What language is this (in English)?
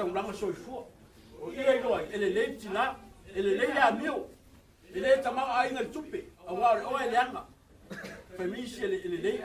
Samoan